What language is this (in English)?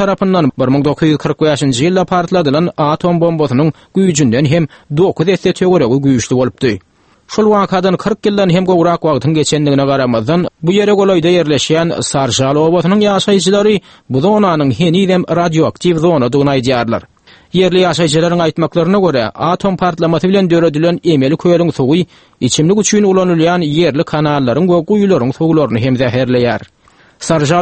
Turkmen